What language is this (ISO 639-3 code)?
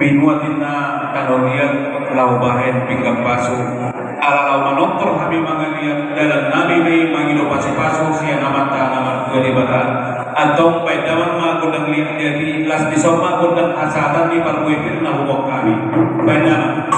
bbc